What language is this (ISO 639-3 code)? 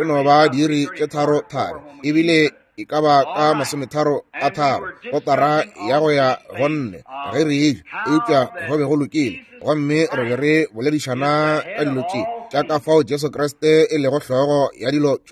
nso